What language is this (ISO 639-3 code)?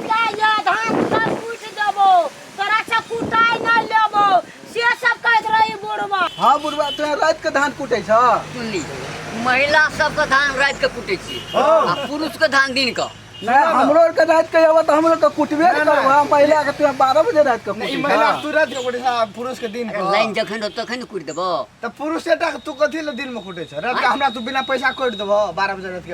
mai